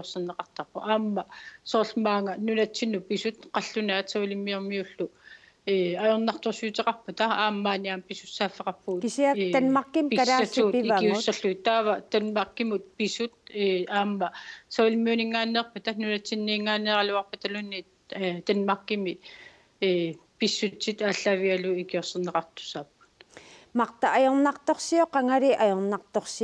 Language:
Kalaallisut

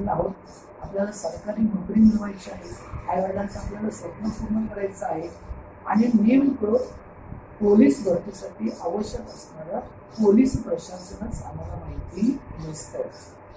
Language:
Marathi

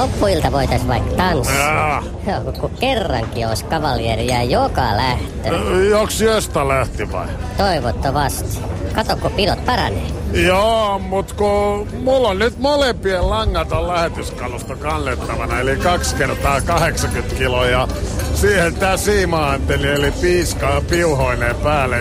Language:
Finnish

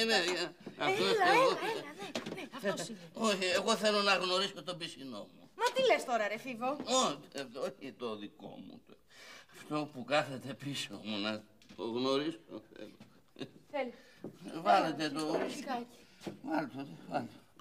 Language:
Greek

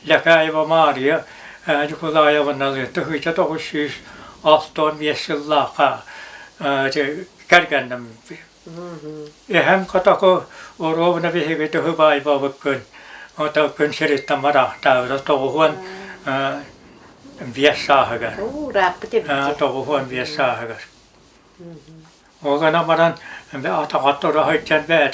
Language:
Yakut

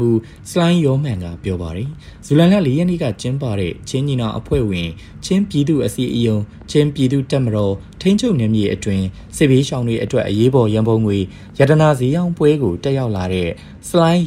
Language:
Burmese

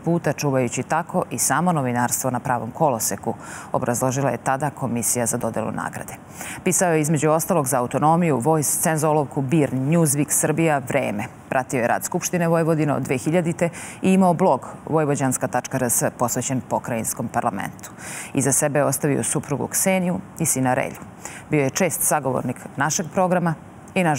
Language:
Serbian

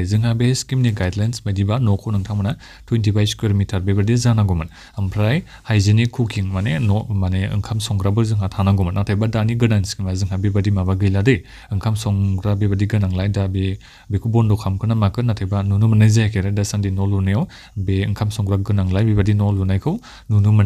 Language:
Bodo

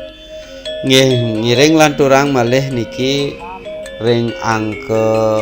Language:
Balinese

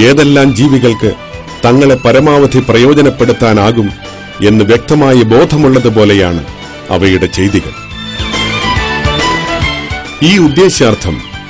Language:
Malayalam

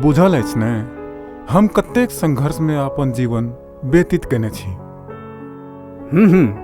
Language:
Maithili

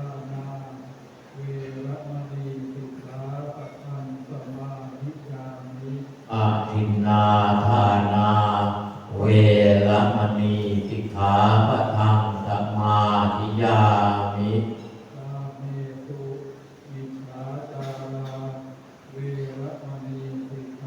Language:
Pali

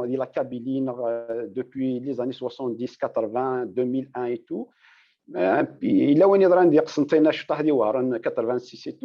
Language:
Kabyle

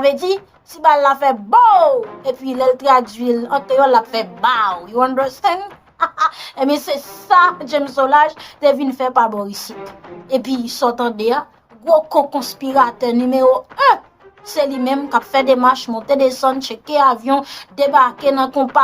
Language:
Haitian Creole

